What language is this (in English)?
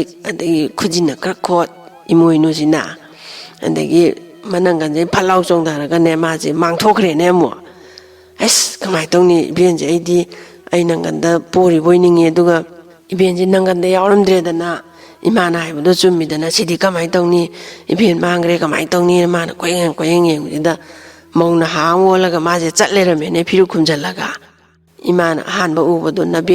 Manipuri